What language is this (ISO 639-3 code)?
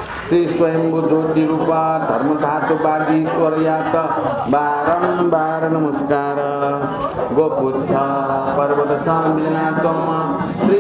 new